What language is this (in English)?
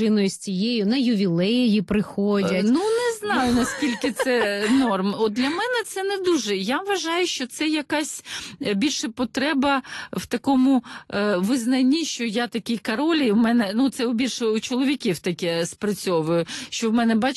Ukrainian